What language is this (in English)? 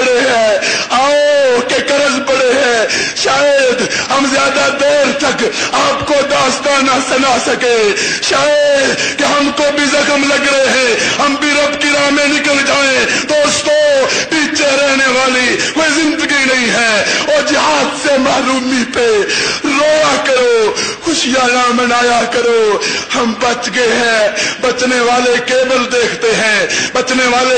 Urdu